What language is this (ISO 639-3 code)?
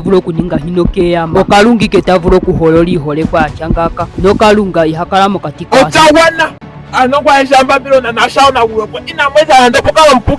ndo